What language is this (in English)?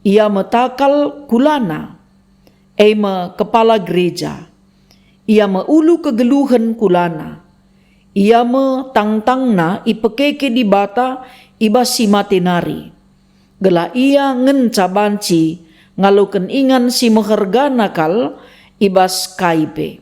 Batak Karo